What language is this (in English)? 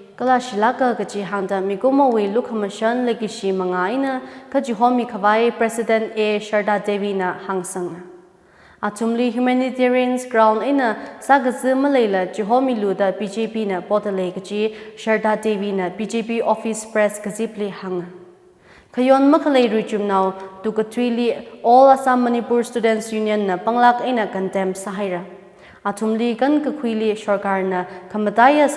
Tangkhul Naga (India)